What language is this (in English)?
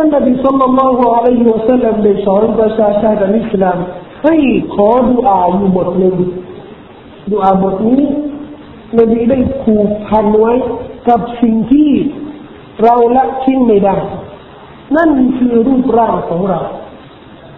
Thai